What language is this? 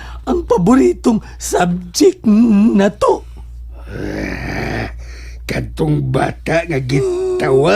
Cebuano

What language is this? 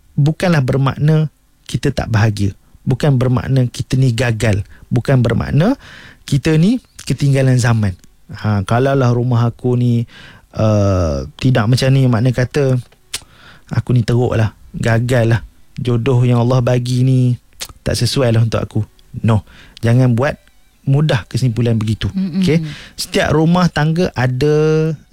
Malay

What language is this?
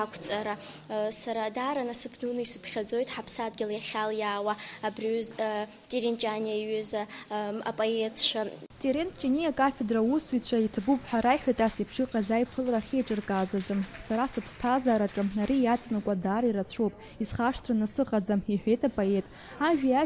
Abkhazian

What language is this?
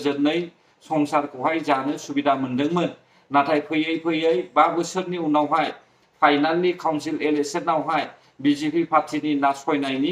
Bodo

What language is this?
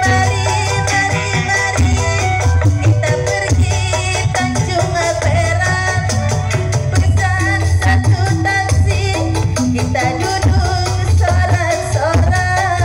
Betawi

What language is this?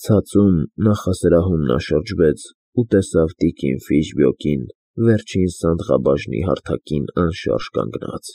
Armenian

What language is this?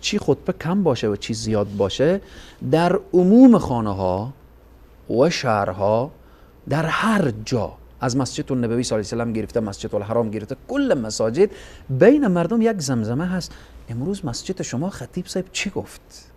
Persian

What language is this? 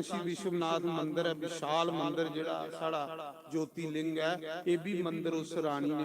Dogri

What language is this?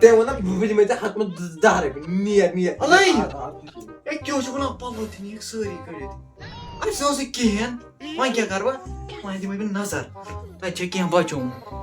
Kashmiri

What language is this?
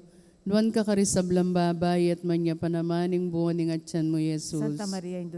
Pampanga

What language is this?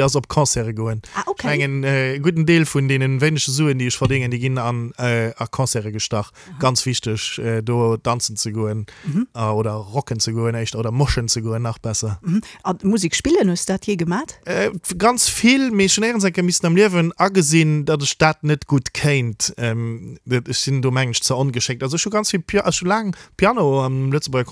Luxembourgish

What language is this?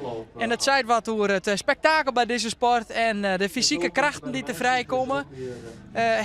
Western Frisian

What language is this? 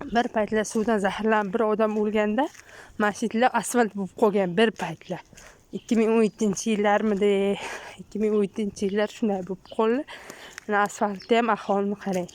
Uzbek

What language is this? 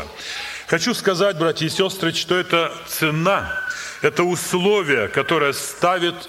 Russian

